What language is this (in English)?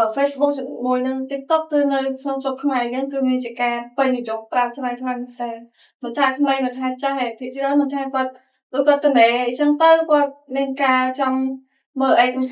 Khmer